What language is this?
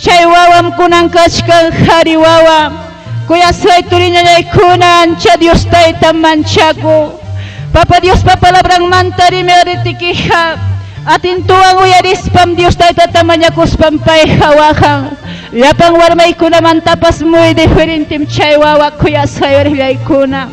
Ayacucho Quechua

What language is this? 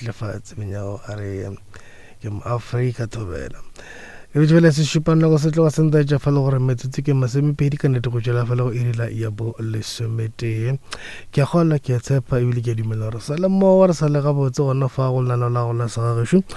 Northern Sotho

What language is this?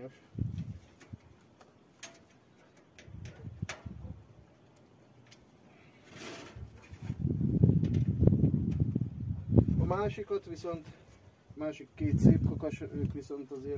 Hungarian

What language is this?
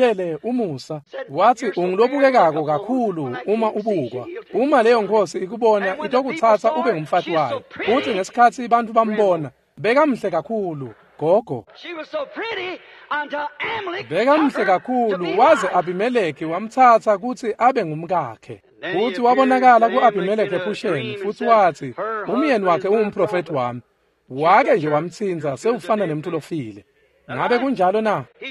Swati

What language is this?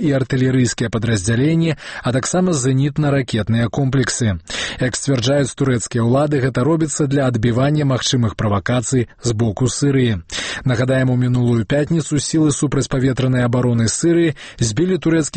Belarusian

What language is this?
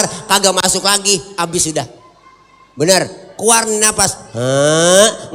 Betawi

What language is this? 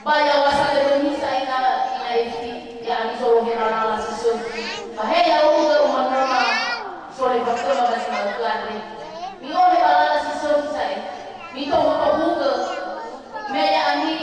Nias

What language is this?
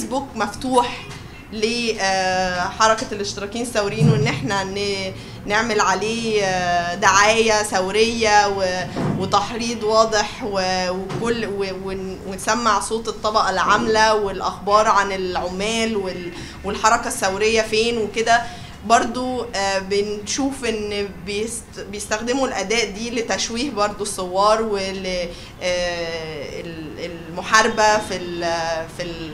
Egyptian Arabic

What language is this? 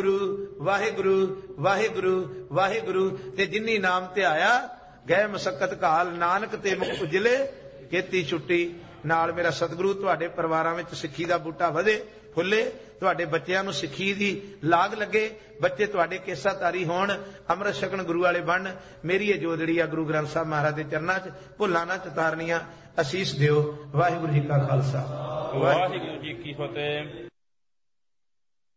Punjabi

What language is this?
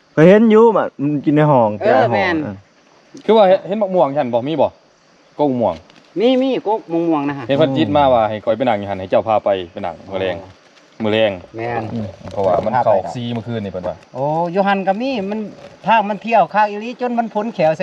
Lao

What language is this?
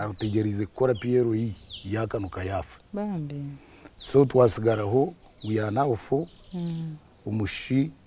Nyankole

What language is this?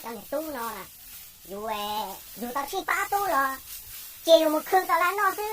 Hmong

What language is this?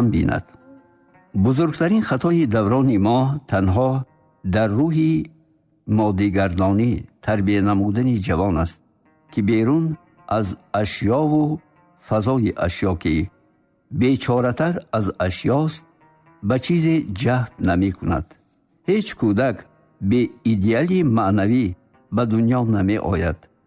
Tajik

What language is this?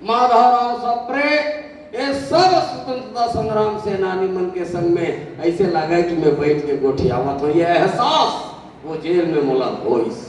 Chhattisgarhi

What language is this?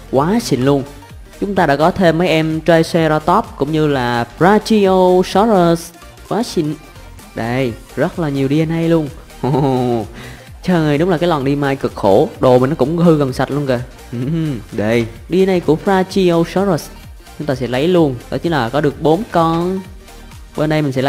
Vietnamese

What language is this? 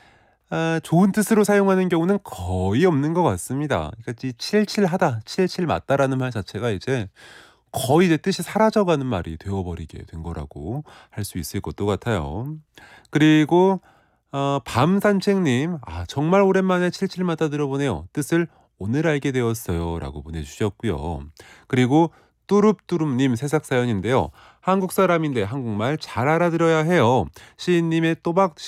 Korean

